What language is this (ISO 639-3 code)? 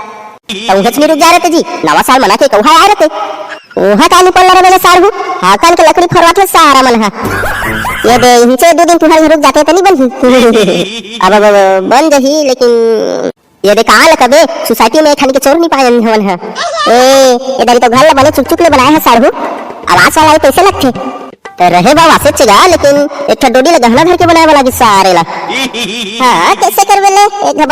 hne